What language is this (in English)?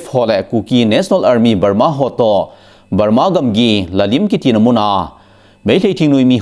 Thado Chin